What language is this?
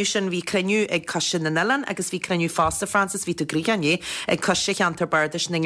Irish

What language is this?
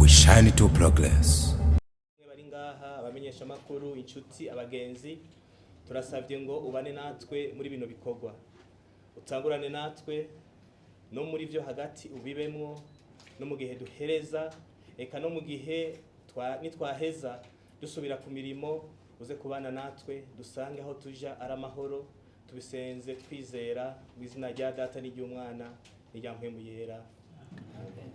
Rundi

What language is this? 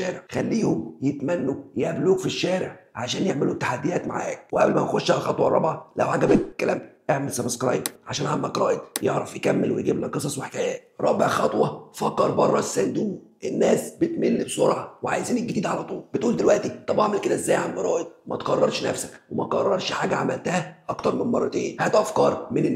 Egyptian Arabic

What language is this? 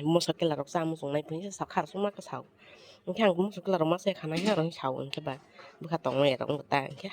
Kok Borok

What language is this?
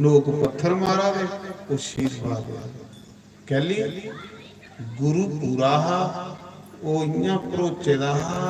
Dogri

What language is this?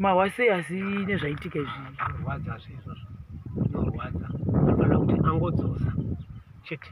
Shona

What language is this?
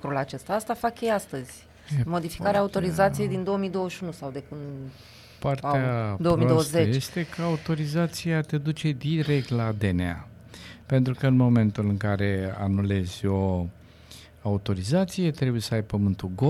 Romanian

